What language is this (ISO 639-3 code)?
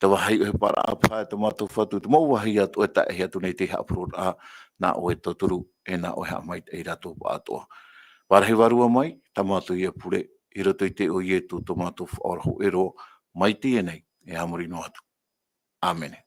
tah